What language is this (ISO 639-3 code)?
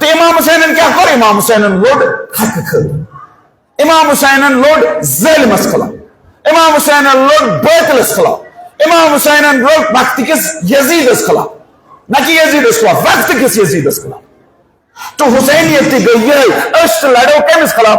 kas